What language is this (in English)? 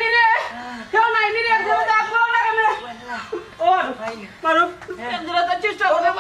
Sylheti